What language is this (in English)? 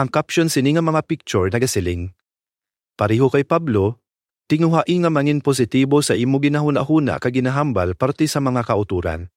Hiligaynon